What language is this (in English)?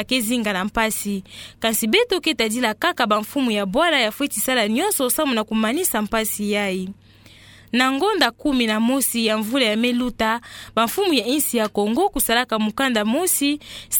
Kituba (Democratic Republic of Congo)